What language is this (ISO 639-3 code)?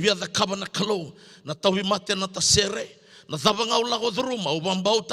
fij